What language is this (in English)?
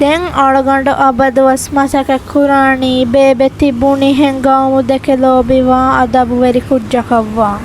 Divehi